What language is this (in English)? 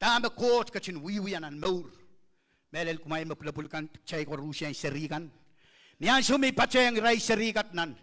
Pohnpeian